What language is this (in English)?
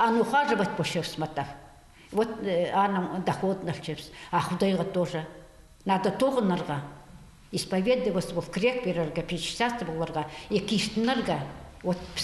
Khakas